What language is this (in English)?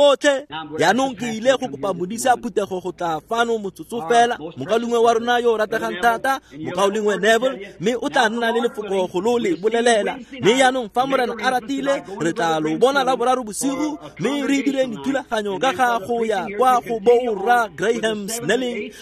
Tswana